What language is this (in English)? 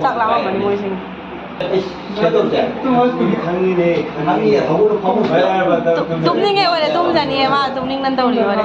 Manipuri